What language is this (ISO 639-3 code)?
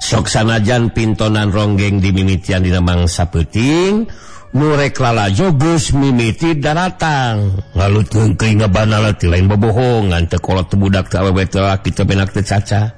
sun